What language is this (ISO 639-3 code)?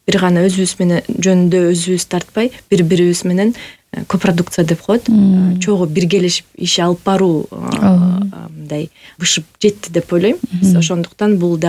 kir